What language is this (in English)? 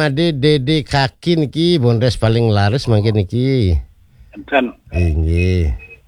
Balinese